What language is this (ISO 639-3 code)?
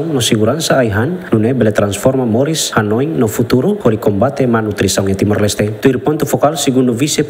tet